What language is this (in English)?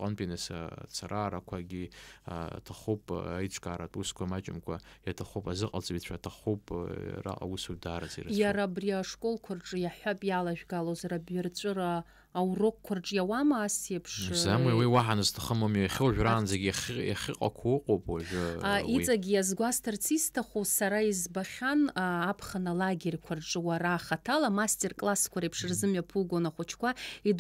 Abkhazian